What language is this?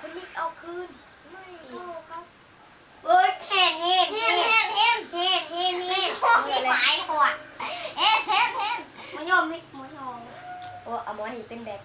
Northeastern Thai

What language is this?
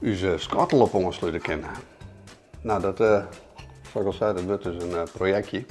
Western Frisian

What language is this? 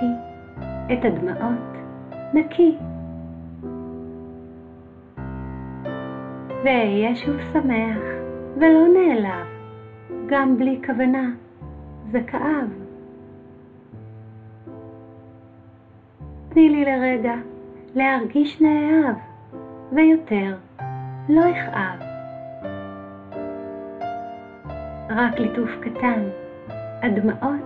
Hebrew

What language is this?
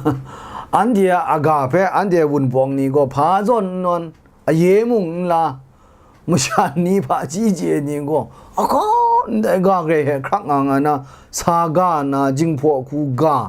Kachin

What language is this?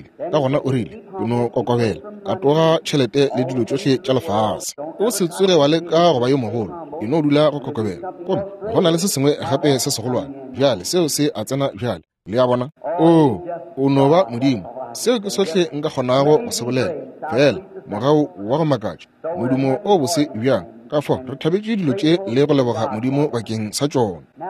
Northern Sotho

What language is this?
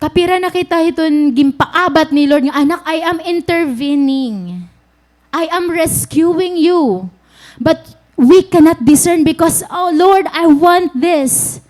Waray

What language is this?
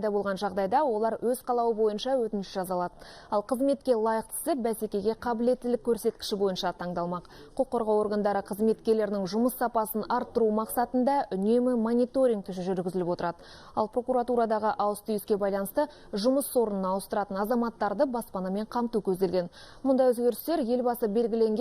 Kazakh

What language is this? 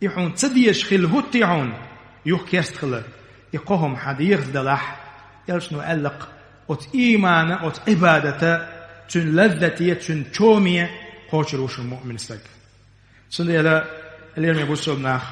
Chechen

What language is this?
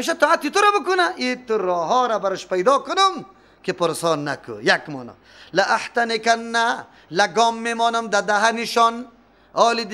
Persian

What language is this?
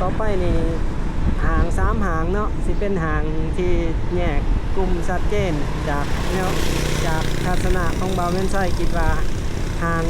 Lao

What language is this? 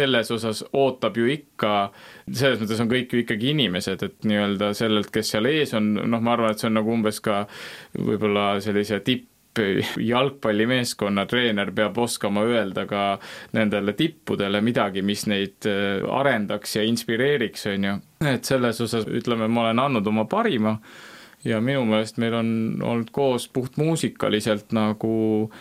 Estonian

